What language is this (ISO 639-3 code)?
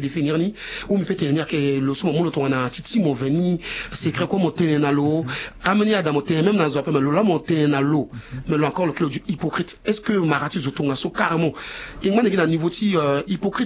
sag